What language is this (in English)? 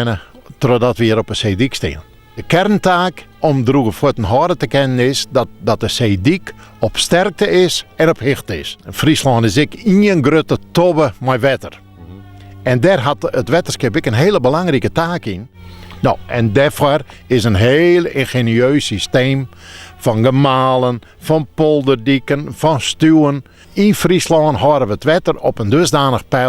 Western Frisian